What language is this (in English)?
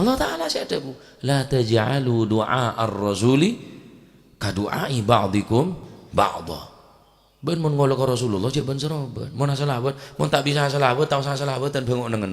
Madurese